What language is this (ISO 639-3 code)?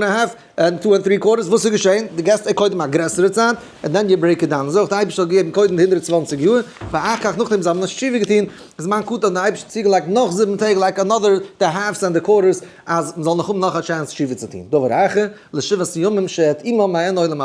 yid